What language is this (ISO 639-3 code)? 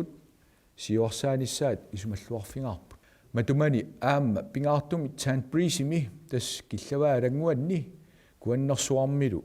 kal